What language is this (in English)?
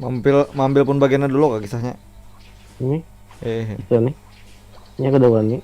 Banjar